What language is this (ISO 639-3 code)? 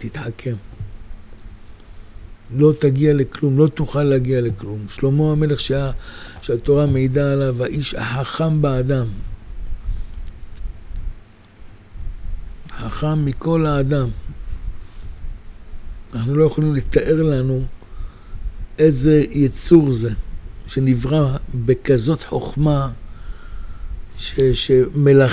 heb